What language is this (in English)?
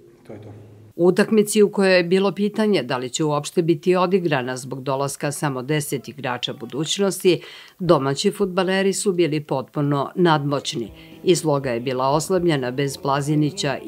Serbian